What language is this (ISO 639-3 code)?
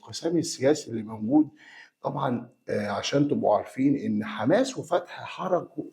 arz